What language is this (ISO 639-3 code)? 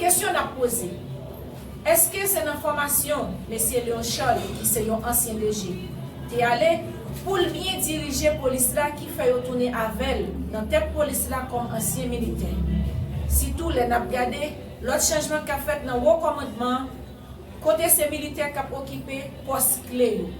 hat